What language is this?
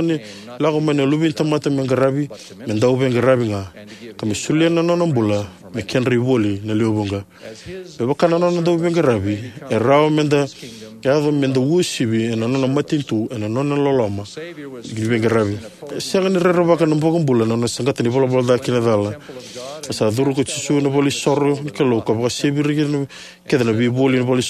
Fijian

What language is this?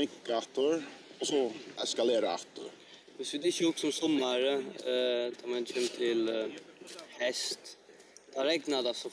Faroese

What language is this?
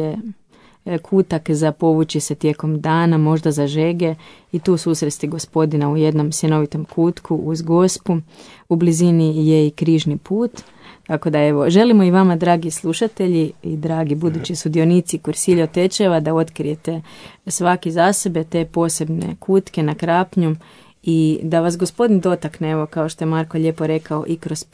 Croatian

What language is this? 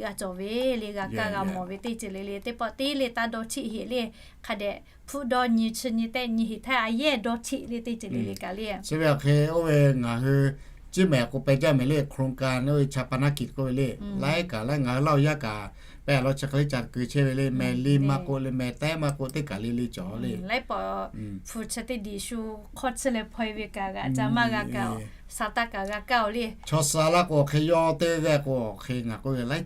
Lahu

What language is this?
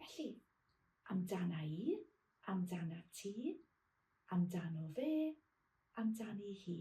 Welsh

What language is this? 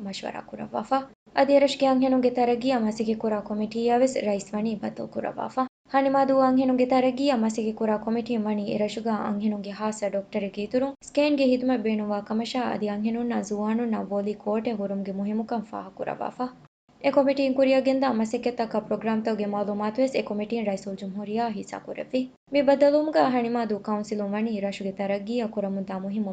Divehi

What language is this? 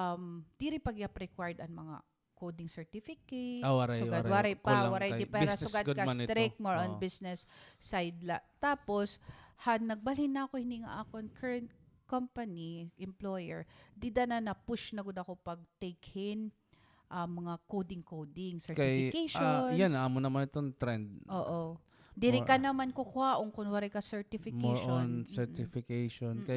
Waray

